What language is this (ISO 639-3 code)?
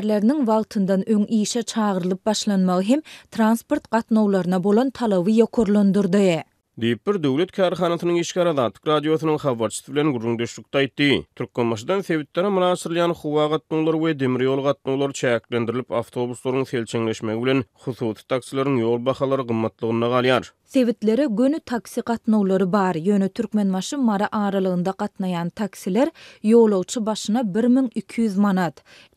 tuk